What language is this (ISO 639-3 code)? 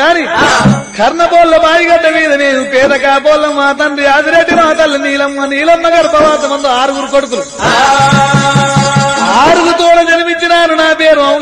tel